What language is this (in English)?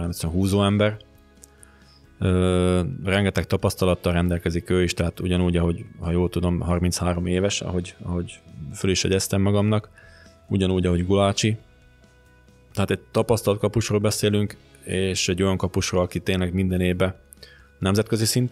Hungarian